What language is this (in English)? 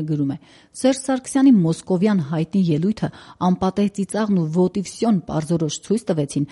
Armenian